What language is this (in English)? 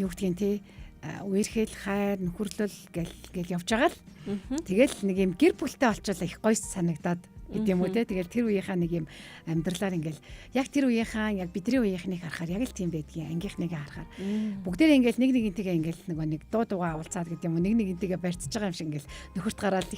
Mongolian